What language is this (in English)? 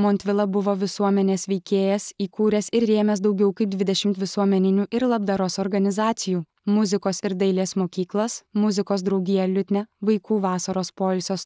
Lithuanian